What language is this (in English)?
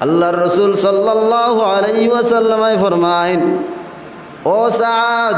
Sylheti